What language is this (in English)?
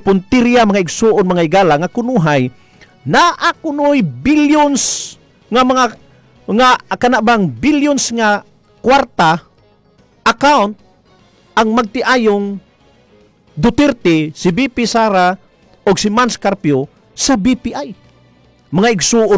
Cebuano